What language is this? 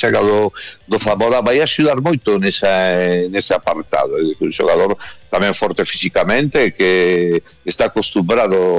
Galician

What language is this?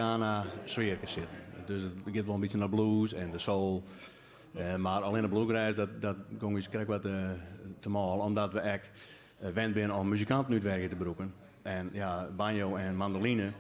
Western Frisian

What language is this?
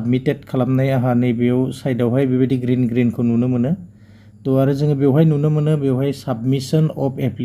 Bodo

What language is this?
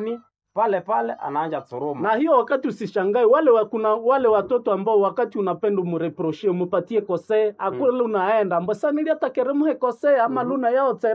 Swahili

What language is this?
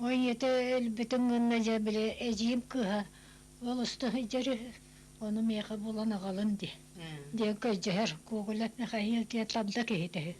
Yakut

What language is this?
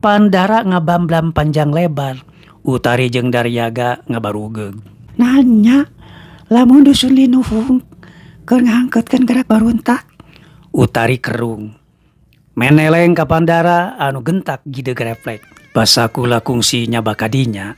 Sundanese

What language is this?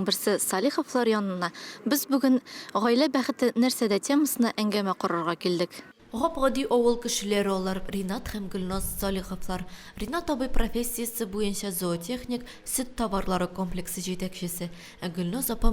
Tatar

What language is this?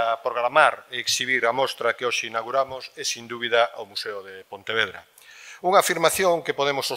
Galician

